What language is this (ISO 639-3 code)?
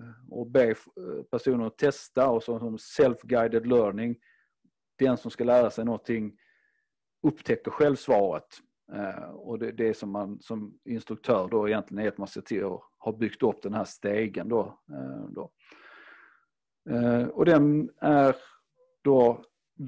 swe